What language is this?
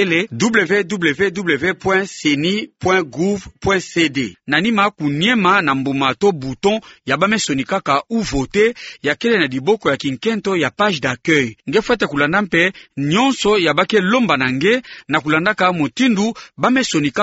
Kituba (Democratic Republic of Congo)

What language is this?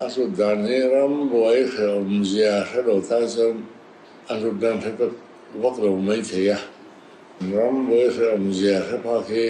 Mizo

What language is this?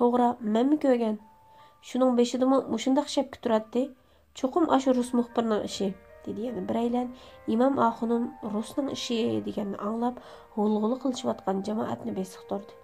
Uyghur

